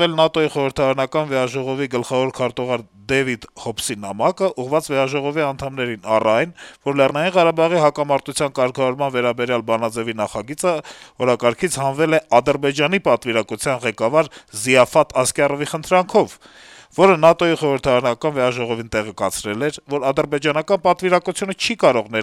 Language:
Armenian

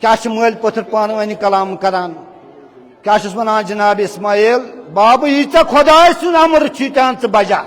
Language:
Kashmiri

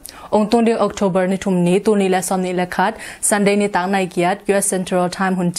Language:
Tedim Chin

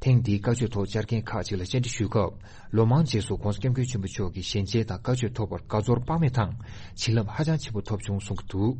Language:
Tibetan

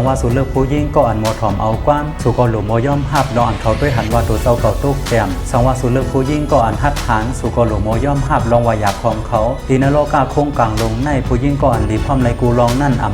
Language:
Shan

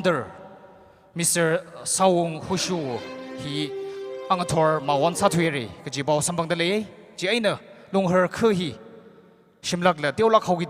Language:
Tangkhul Naga (India)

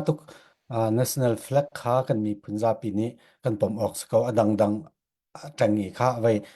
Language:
Falam Chin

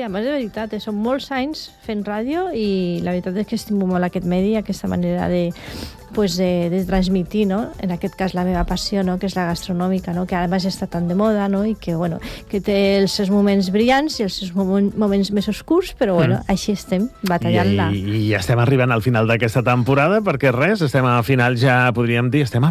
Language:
Catalan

